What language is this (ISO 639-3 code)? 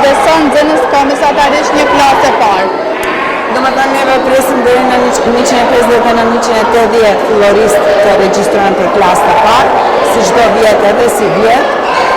sqi